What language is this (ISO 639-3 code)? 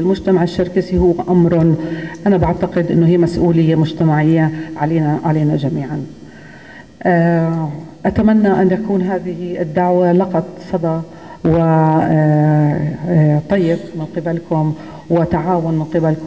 apc